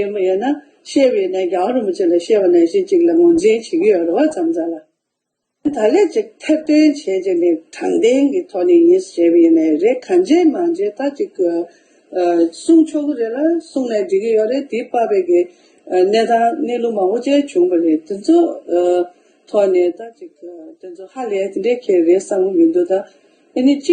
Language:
Tibetan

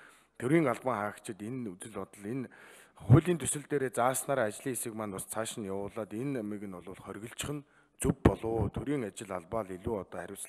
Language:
Mongolian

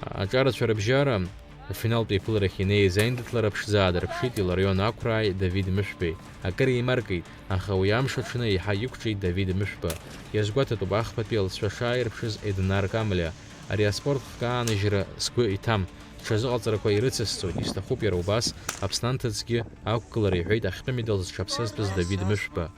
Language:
Abkhazian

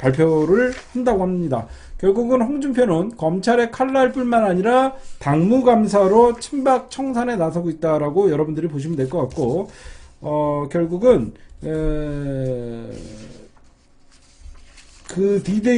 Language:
Korean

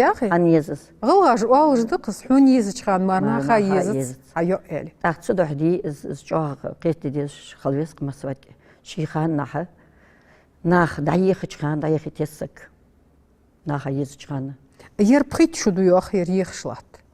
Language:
Ingush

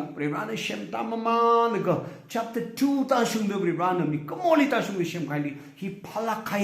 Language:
Tangkhul Naga (India)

